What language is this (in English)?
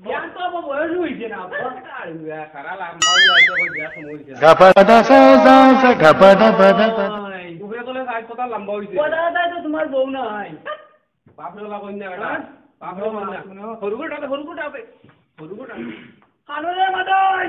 Sylheti